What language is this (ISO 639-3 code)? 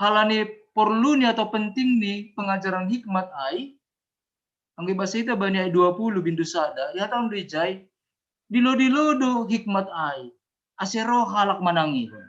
bts